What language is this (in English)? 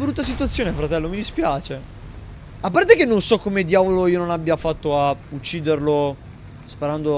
Italian